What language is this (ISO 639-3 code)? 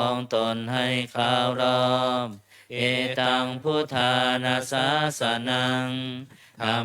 pli